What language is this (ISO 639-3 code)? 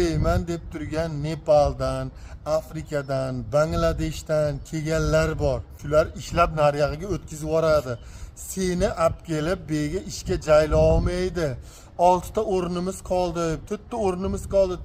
uzb